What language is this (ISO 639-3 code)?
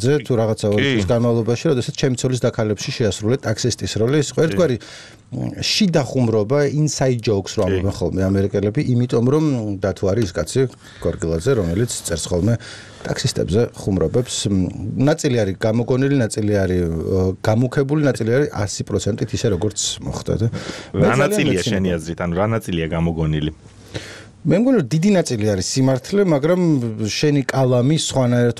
kat